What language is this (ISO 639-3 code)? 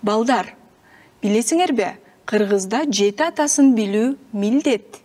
kir